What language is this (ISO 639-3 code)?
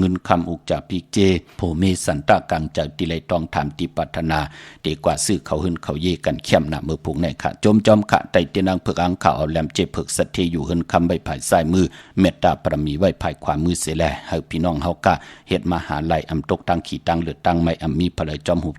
shn